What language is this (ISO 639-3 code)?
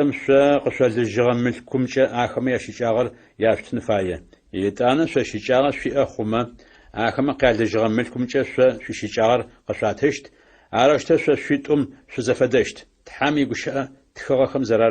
ady